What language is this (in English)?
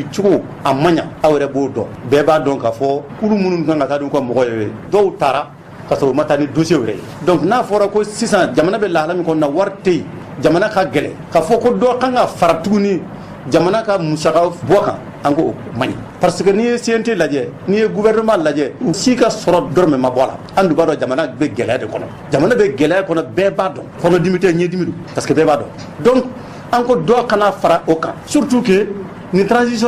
Bambara